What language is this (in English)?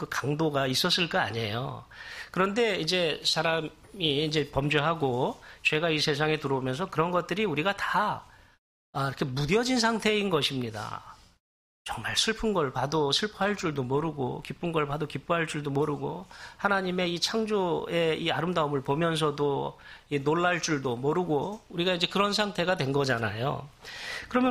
Korean